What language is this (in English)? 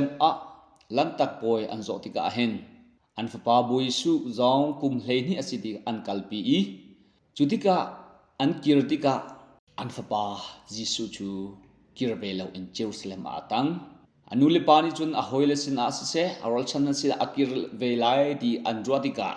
Hakha Chin